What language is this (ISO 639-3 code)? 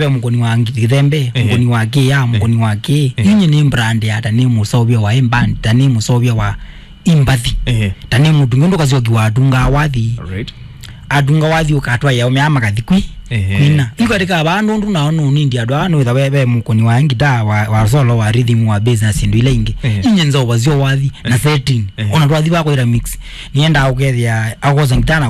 kam